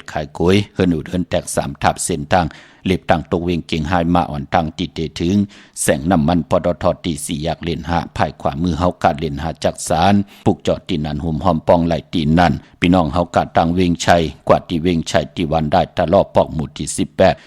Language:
Shan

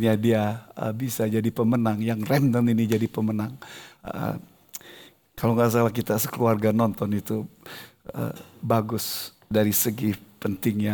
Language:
Indonesian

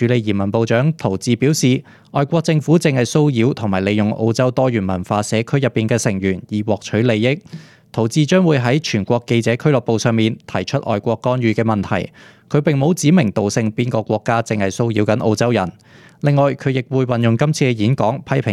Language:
Cantonese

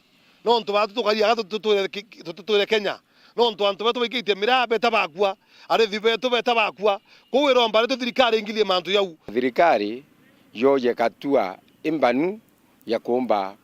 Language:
Meru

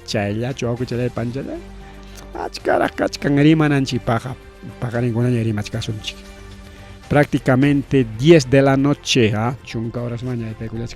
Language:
Ayacucho Quechua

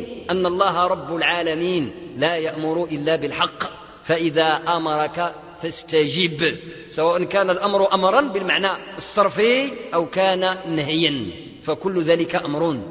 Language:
Arabic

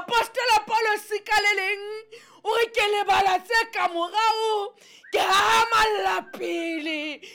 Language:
Southern Sotho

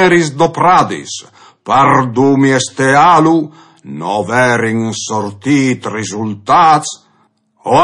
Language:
Friulian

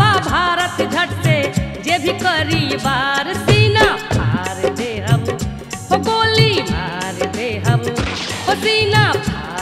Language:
Bhojpuri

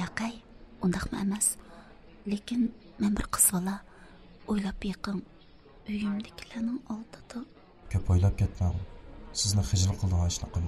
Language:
Uyghur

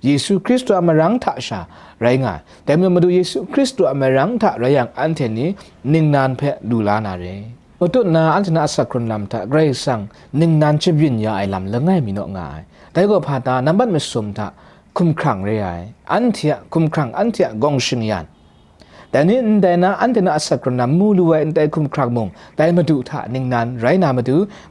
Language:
Kachin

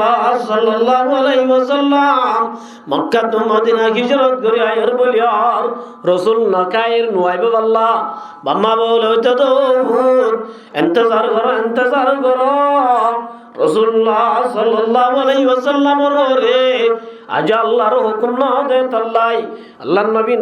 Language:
Rohingya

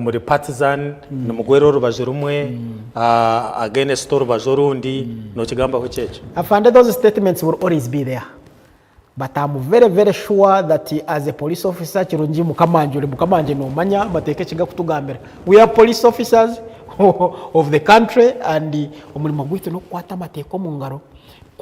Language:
Nyankole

